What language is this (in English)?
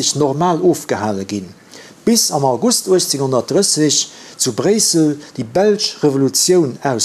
Luxembourgish